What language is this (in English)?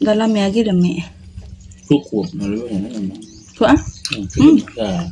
Iban